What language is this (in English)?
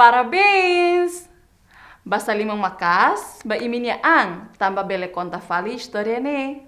Tetum